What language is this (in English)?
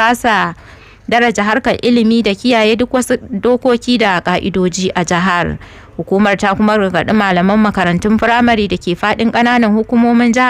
Hausa